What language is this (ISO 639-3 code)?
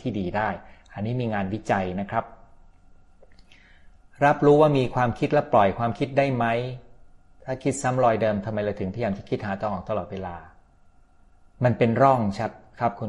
tha